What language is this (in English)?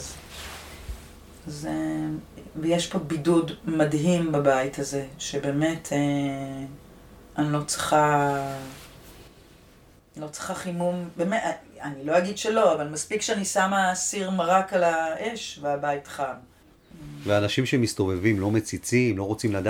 Hebrew